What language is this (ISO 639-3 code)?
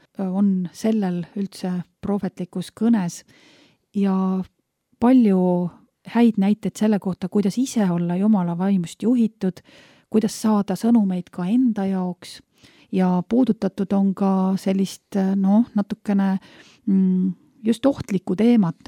est